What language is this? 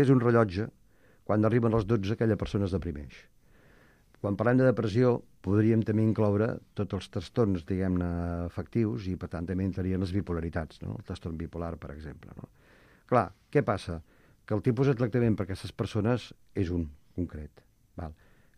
Catalan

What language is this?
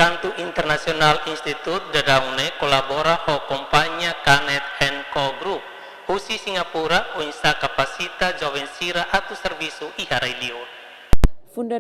Tetum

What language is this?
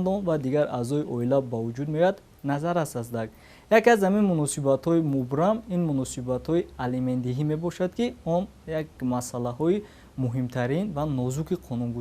Tajik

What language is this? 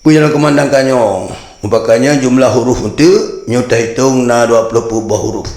Achinese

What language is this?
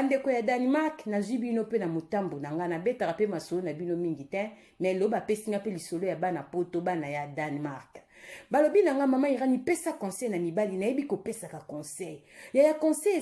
Lingala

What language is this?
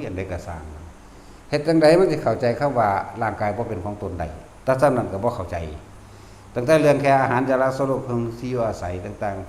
Northeastern Thai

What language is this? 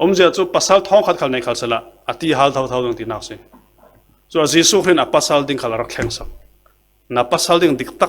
Falam Chin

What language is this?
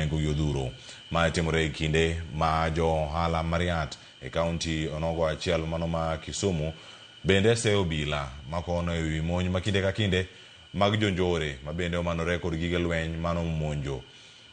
Luo (Kenya and Tanzania)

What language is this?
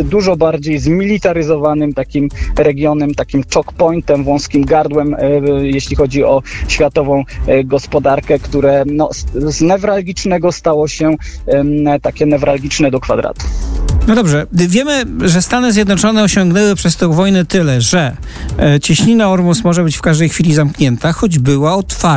Polish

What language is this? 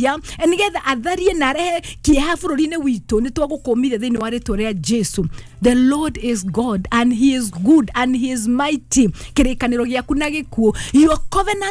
Kikuyu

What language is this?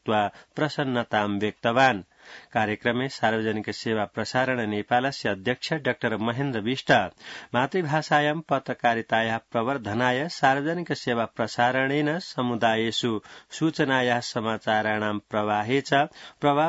Sanskrit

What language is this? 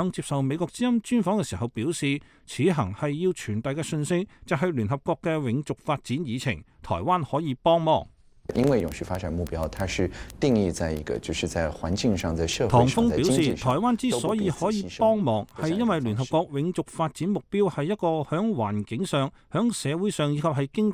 Cantonese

